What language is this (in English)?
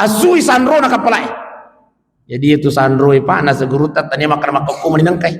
Buginese